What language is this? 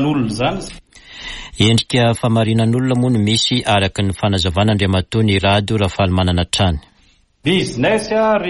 Malagasy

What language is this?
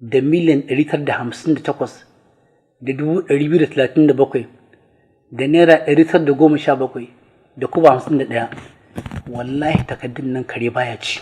Hausa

